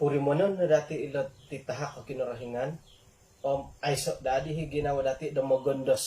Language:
Central Dusun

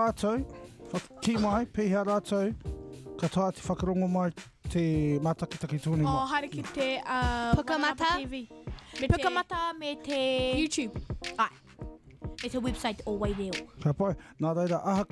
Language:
Māori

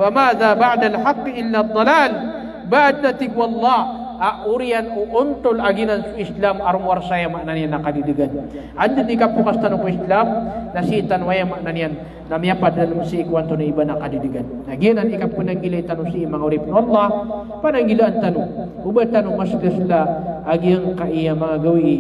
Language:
Maranao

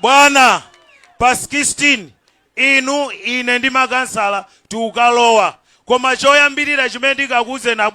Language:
Nyanja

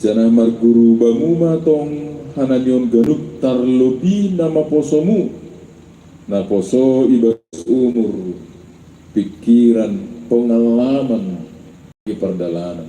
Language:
Batak Simalungun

